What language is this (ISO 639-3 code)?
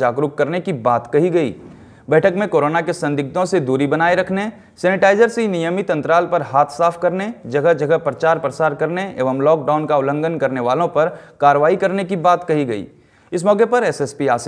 hin